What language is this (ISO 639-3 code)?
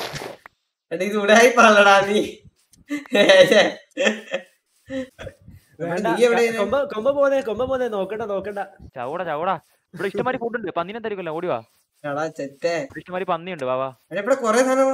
mal